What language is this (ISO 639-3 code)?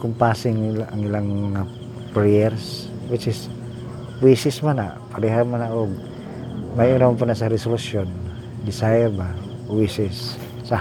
ceb